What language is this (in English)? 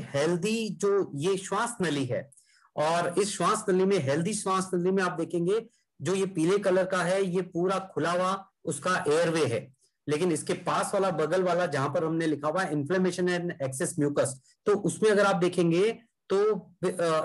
Hindi